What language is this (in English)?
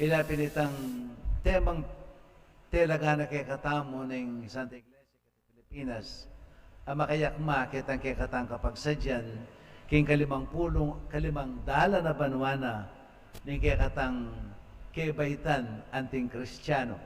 Pampanga